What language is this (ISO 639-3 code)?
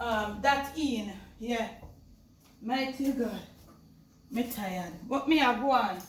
jam